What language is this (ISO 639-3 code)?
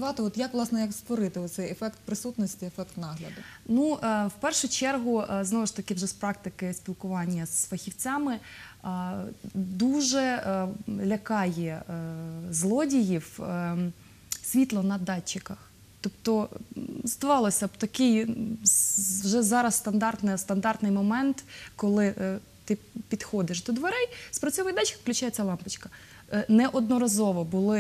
ukr